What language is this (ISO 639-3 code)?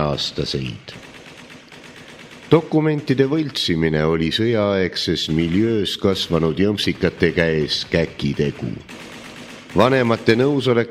est